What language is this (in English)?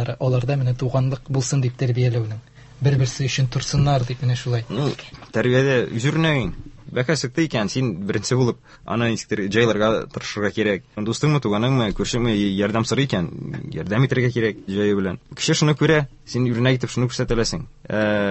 Tatar